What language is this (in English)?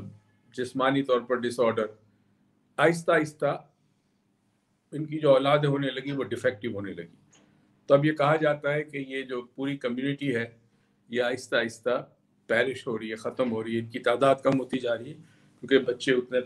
Urdu